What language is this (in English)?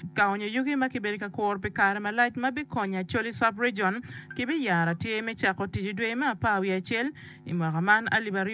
Acoli